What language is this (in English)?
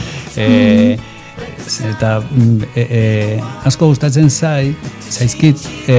Basque